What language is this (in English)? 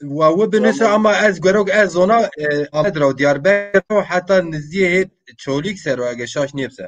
Zaza